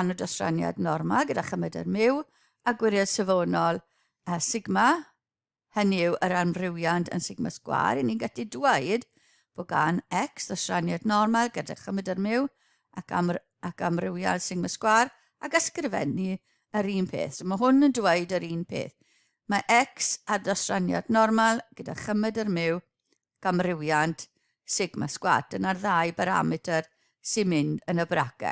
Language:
Welsh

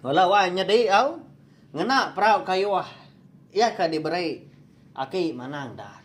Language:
Iban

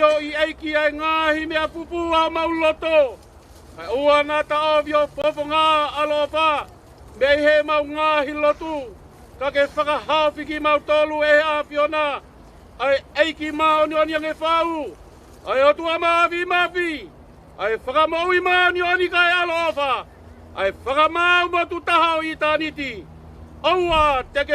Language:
Tongan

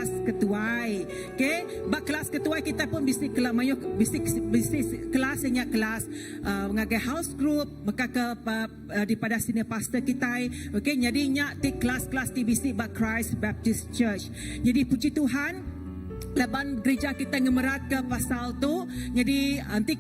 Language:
Iban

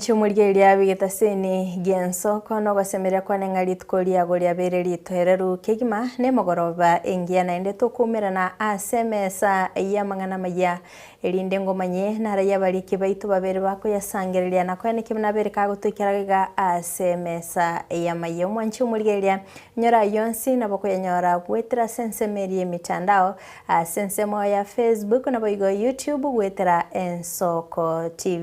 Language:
Gusii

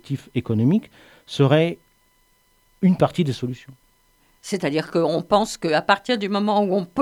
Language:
French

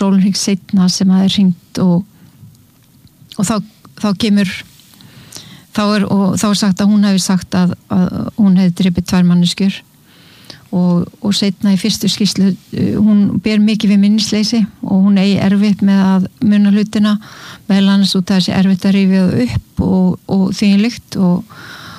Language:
Icelandic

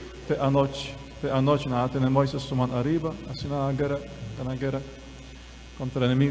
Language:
Papiamento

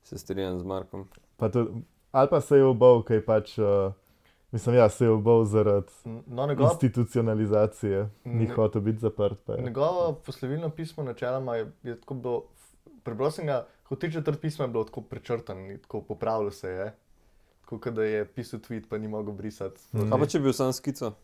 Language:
Slovenian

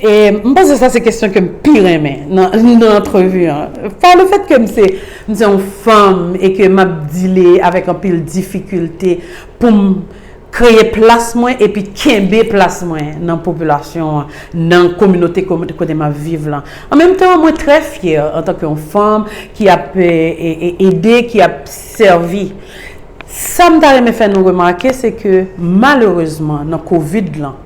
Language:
Haitian Creole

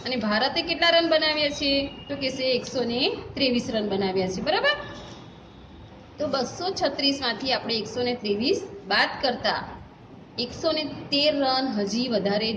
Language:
Gujarati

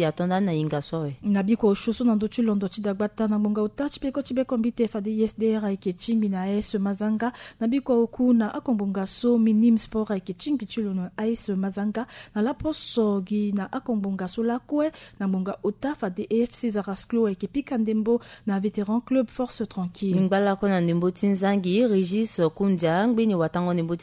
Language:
Sango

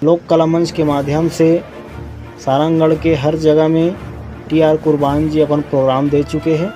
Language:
Chhattisgarhi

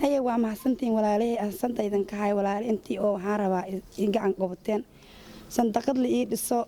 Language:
Somali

